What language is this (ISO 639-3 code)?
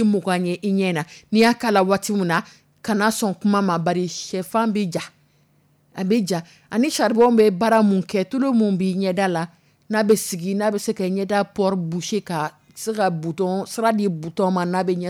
dyu